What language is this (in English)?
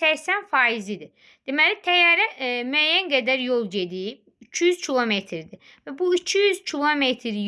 Azerbaijani